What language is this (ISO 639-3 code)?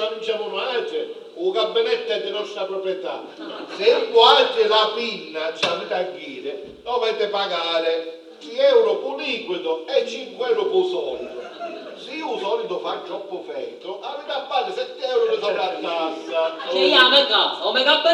scn